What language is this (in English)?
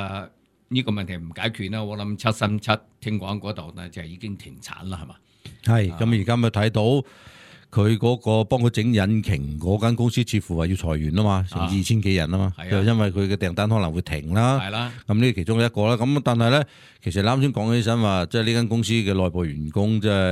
Cantonese